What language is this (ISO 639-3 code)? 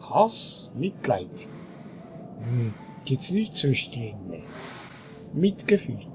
gsw